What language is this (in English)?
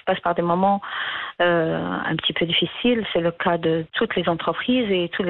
French